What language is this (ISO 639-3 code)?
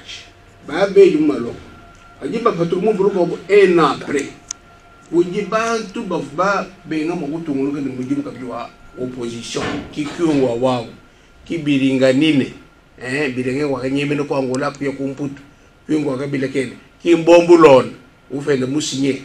lua